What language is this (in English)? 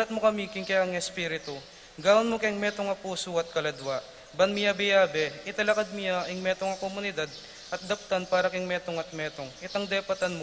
Pampanga